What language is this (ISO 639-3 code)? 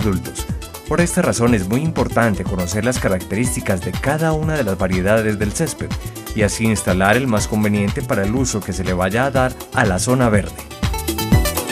spa